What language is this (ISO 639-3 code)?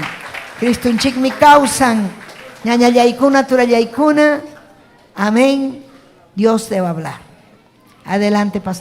quy